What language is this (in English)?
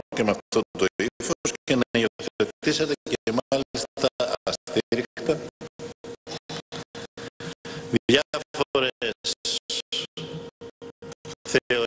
Greek